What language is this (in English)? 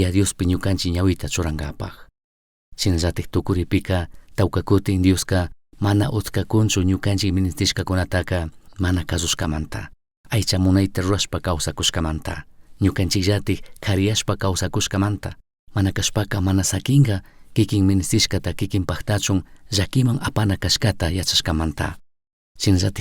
Chimborazo Highland Quichua